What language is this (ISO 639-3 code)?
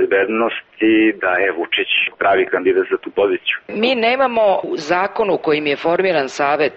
srp